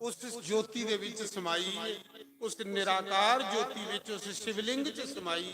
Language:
Dogri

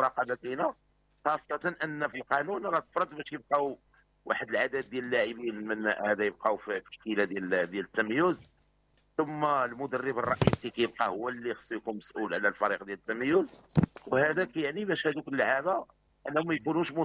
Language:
Moroccan Arabic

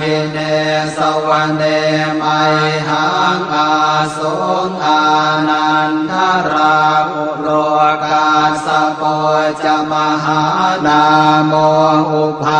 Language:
Pali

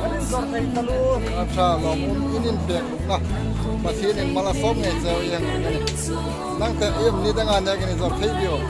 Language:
Hmar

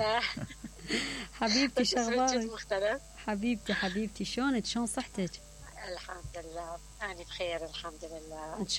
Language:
Mesopotamian Arabic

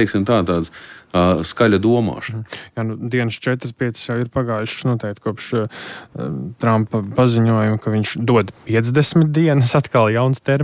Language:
Latvian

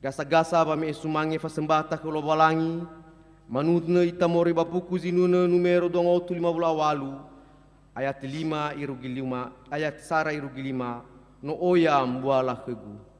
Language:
Nias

